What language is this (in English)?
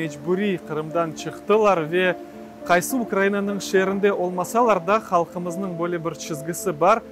Crimean Tatar